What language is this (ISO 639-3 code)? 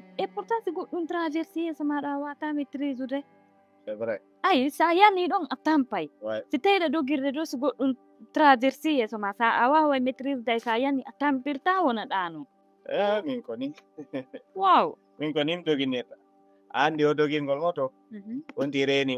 ful